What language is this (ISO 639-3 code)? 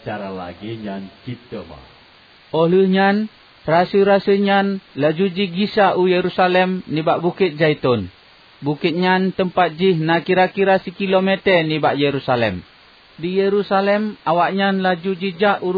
ace